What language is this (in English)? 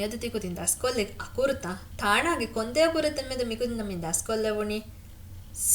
Divehi